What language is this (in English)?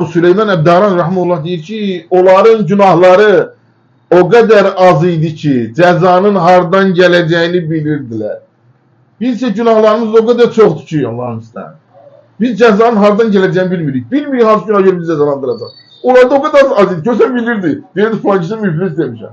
Azerbaijani